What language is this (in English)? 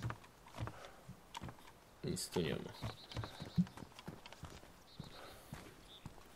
Polish